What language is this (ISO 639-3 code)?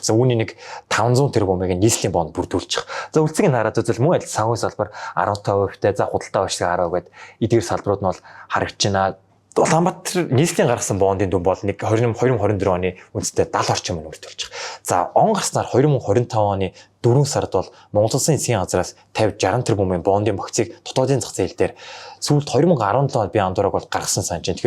mon